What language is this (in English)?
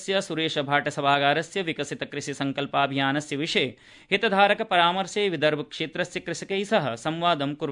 Sanskrit